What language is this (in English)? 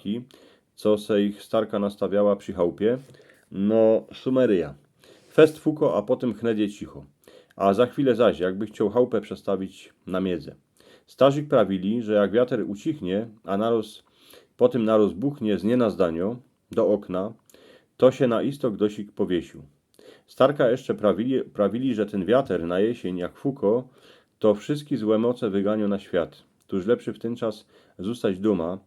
Silesian